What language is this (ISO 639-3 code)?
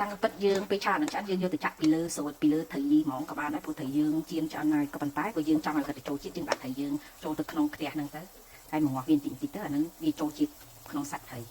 khm